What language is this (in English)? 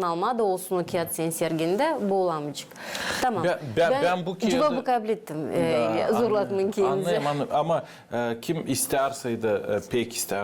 Gagauz